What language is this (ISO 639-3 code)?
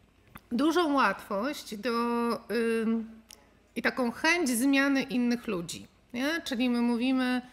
pol